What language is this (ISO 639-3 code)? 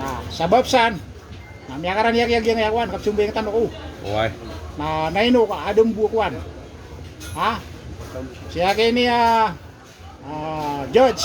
mrw